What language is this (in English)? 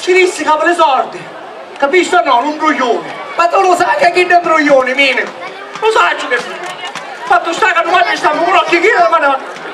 Sicilian